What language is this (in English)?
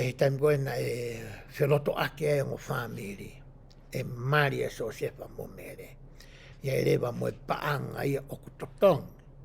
Tongan